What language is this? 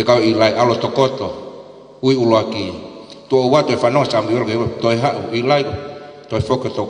Tongan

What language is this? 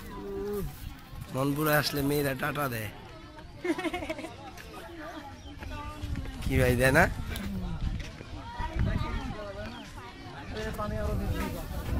Bangla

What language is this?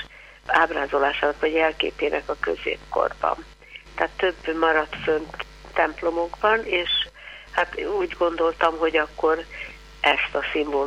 Hungarian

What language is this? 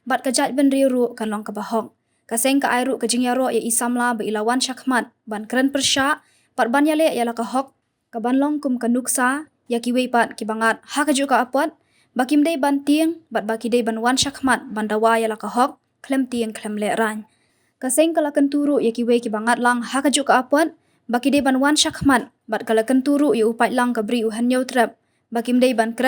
Khasi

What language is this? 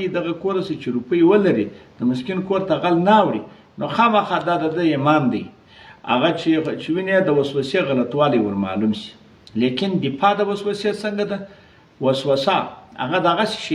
Pashto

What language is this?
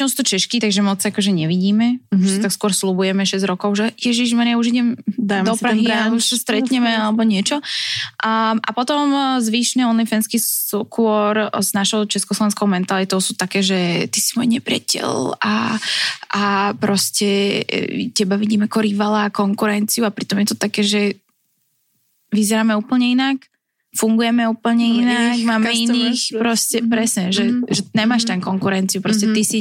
Slovak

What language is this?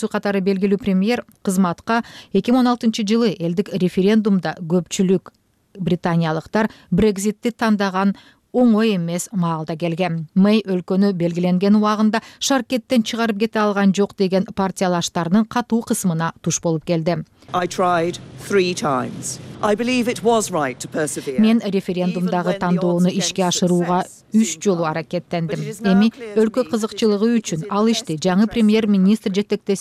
Kyrgyz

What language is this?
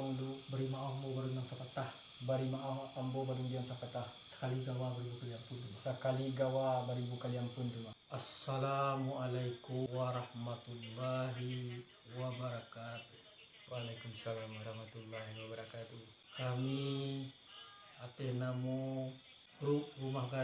Minangkabau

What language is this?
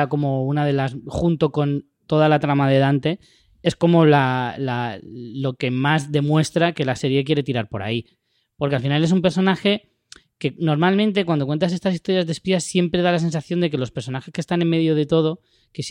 Spanish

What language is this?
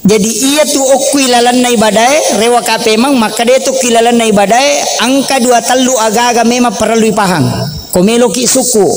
Buginese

